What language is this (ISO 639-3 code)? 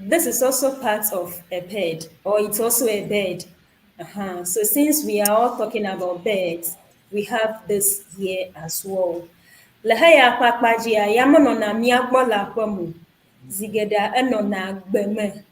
ewe